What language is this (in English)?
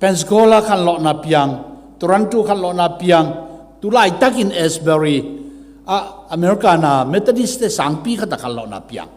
Tedim Chin